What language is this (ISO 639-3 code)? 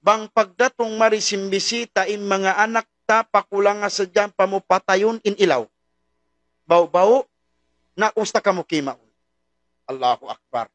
tsg